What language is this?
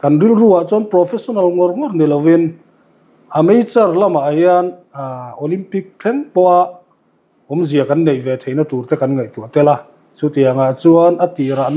Mizo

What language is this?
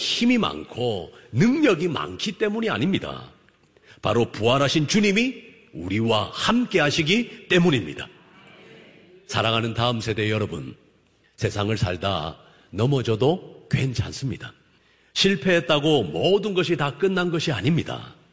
Korean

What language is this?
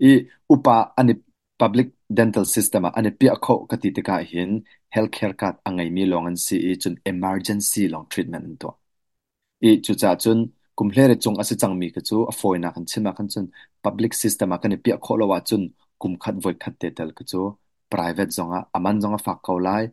Hakha Chin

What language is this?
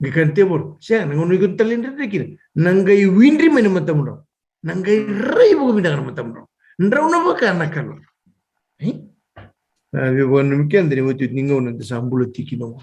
Fijian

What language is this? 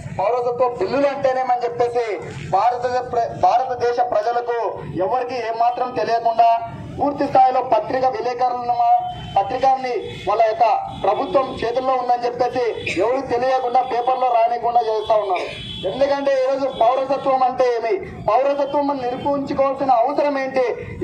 Telugu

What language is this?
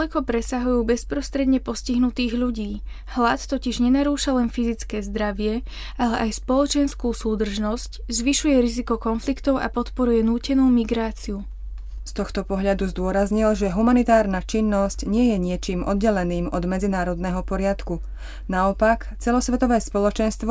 Slovak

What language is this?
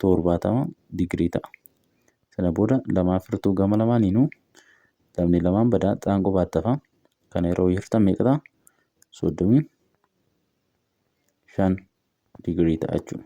Oromo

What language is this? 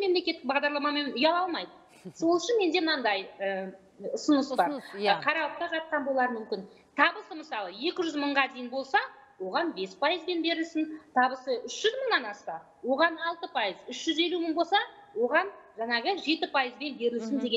Kazakh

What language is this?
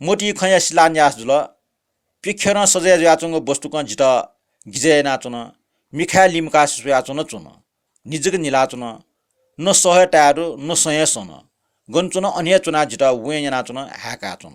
Newari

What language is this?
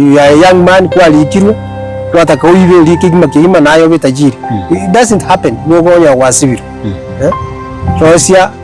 Gusii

